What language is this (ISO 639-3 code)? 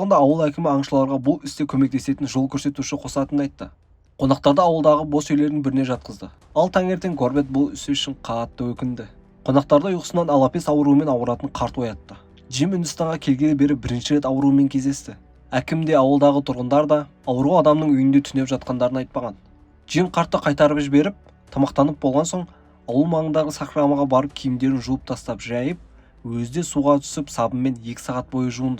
kaz